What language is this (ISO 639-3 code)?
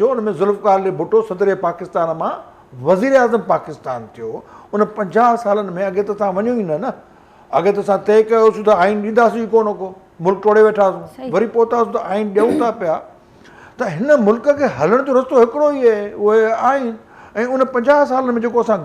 snd